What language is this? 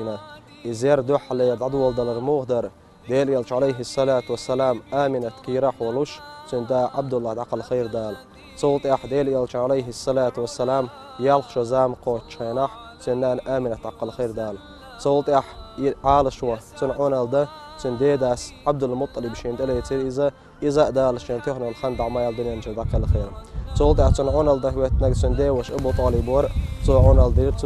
Chechen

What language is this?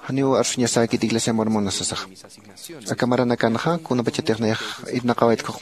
Aymara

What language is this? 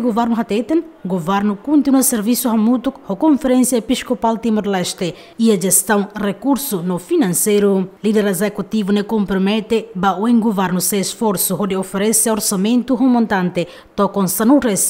Tetum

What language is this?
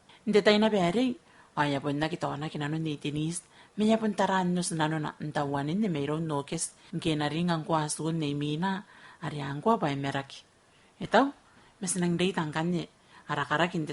Gilbertese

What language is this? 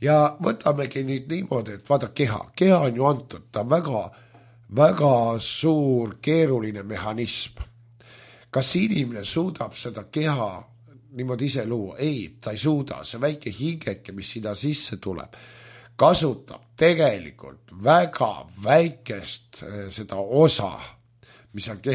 Estonian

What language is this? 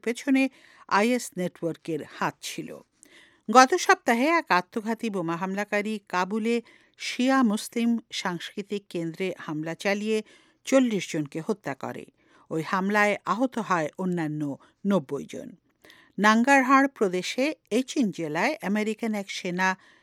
Bangla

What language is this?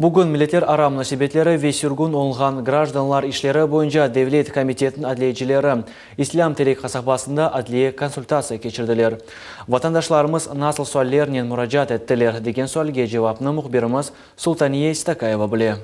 Crimean Tatar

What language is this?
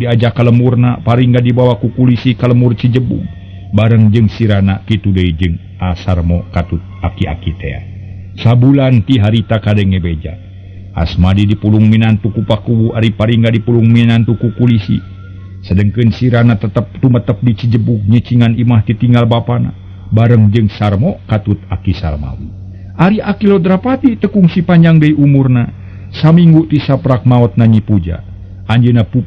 Sundanese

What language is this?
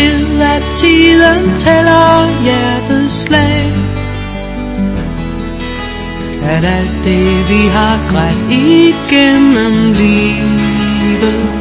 Danish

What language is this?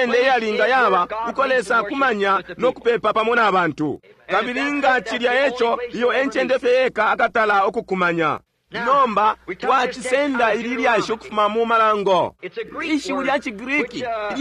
Bemba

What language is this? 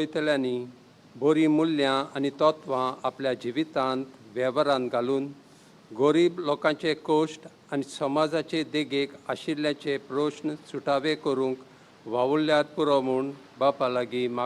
Konkani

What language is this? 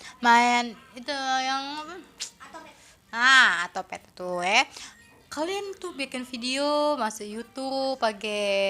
Musi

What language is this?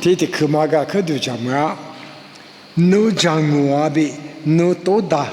Lisu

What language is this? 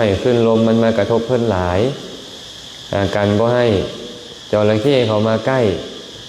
Lao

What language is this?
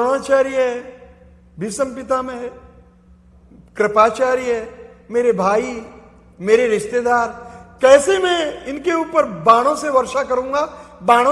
Hindi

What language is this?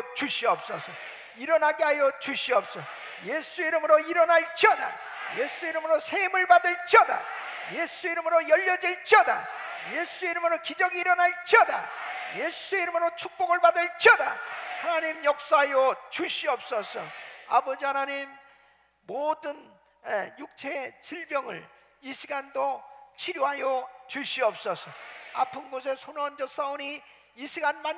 Korean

